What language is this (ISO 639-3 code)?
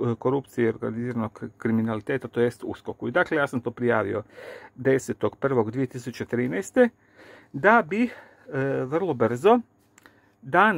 hrv